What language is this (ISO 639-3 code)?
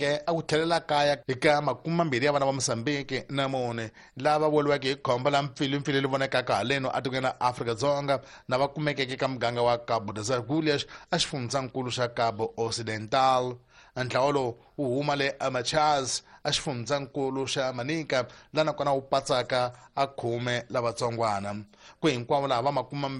tso